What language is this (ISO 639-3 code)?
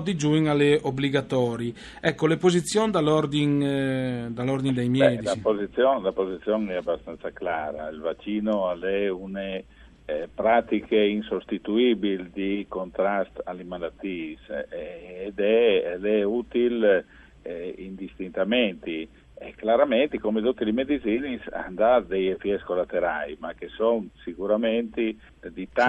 fur